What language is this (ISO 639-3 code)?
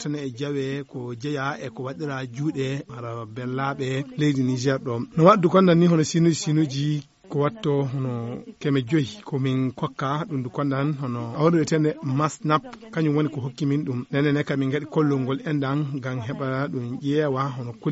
ful